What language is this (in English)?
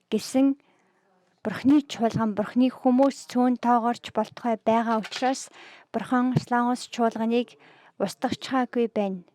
Mongolian